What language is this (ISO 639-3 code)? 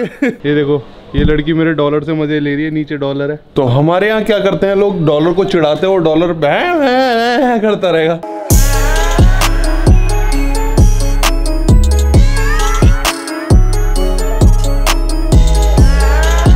hin